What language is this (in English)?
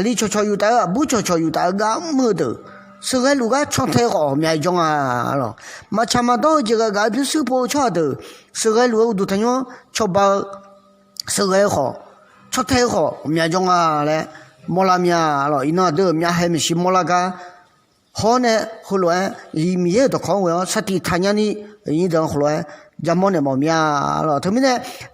Akha